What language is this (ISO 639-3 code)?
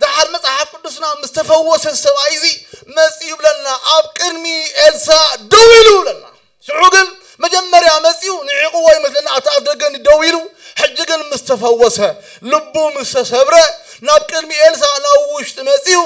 tir